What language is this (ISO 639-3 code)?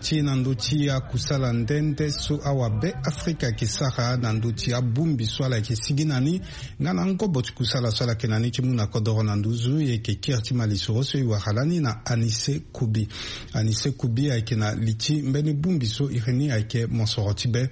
sag